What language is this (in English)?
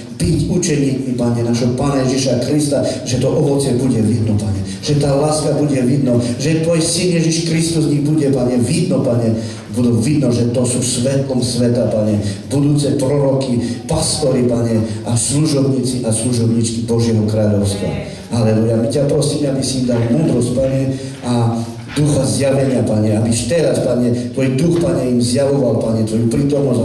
Slovak